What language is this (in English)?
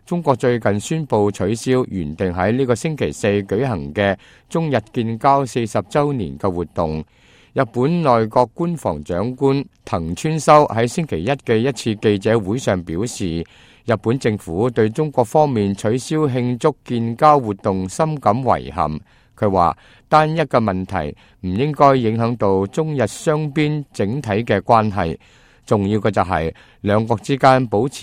Cantonese